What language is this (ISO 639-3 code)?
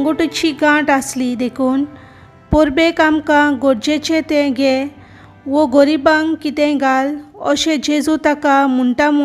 kok